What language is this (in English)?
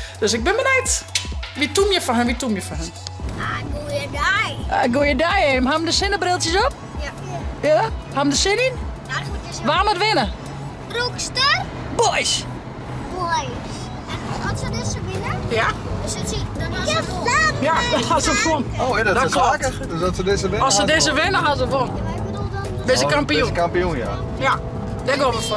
Western Frisian